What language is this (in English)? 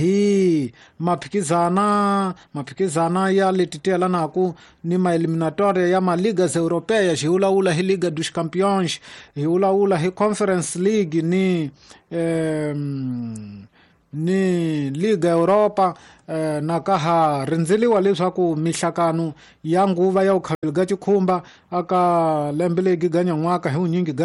Tsonga